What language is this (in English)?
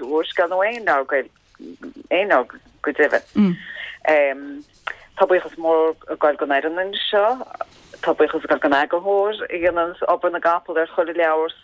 Irish